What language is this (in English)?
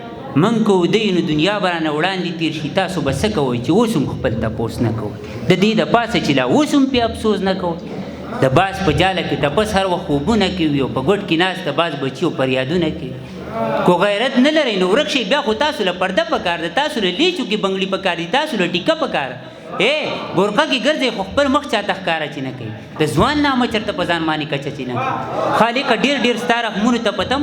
Pashto